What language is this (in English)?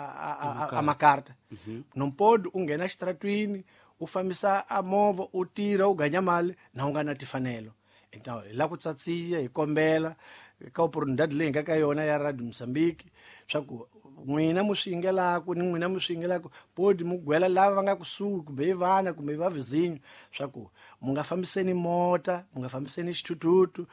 Tsonga